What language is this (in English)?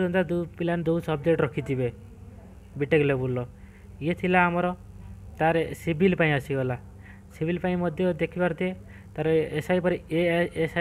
Odia